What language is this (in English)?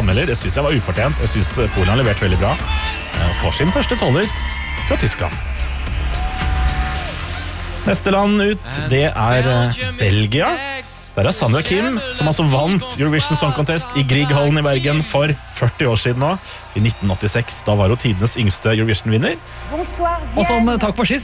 Norwegian